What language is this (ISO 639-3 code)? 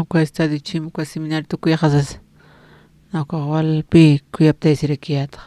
aym